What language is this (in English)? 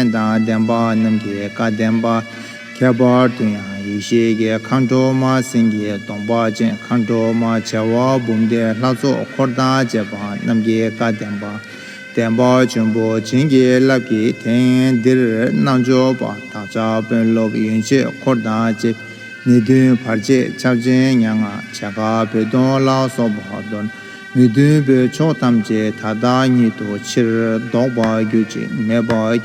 Tibetan